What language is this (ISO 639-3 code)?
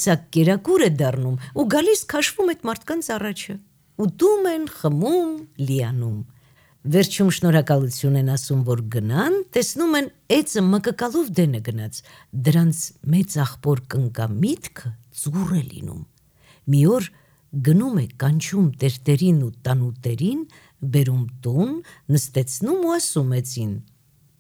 hye